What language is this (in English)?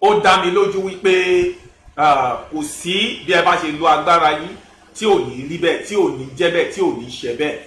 Yoruba